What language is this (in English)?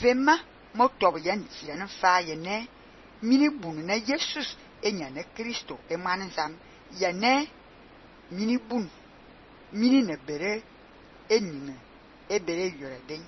Fang